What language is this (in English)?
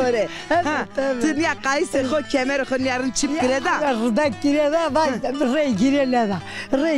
Zaza